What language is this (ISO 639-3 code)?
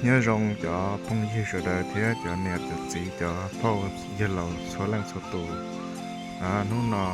hmn